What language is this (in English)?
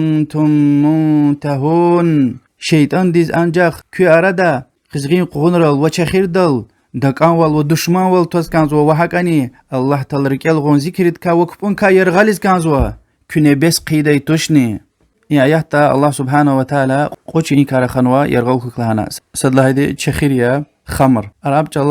Lezghian